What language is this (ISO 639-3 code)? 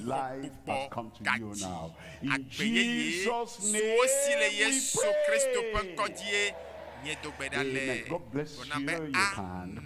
ewe